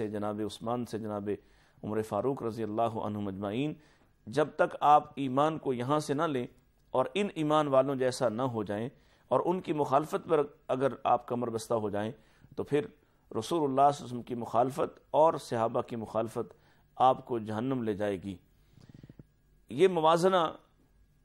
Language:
Urdu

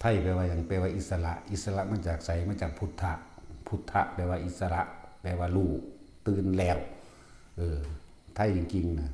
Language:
Northeastern Thai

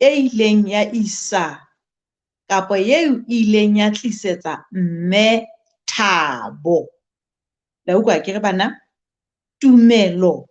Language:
Southern Sotho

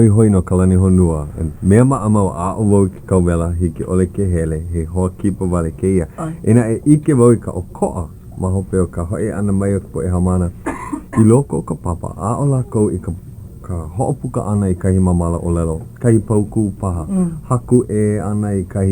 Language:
Hawaiian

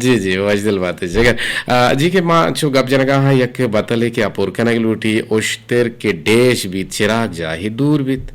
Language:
Eastern Balochi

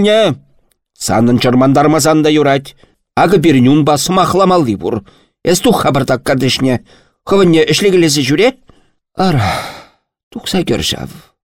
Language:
Chuvash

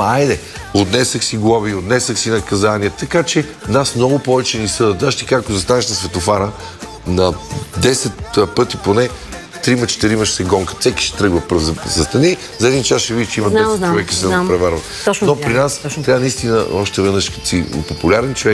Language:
Bulgarian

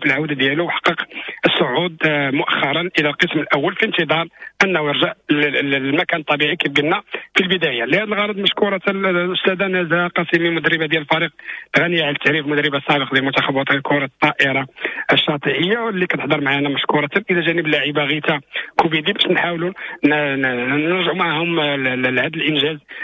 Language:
Moroccan Arabic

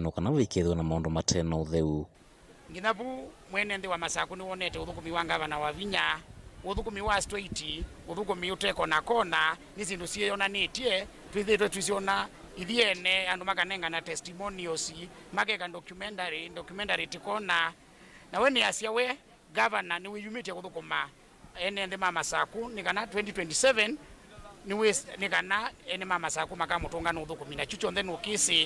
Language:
Kamba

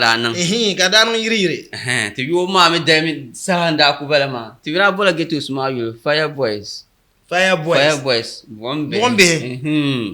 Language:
Dagbani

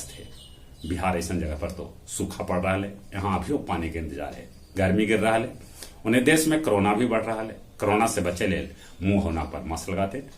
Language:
Magahi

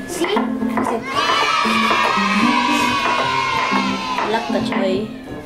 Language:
Filipino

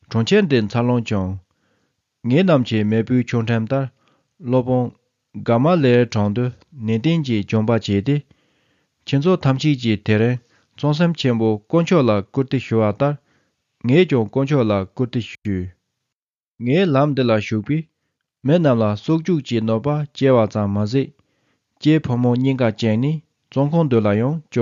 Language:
Tibetan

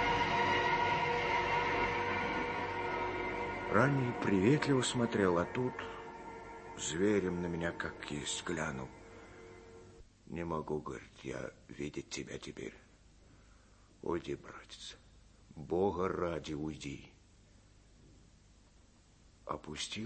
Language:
Russian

